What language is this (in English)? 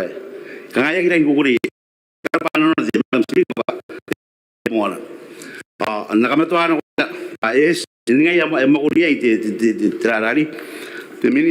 Gilbertese